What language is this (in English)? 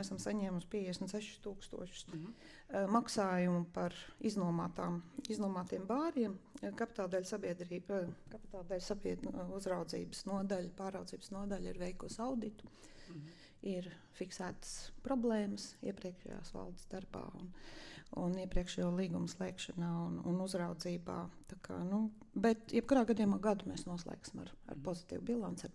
Latvian